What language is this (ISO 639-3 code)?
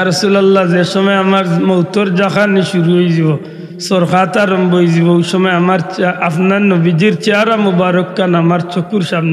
syl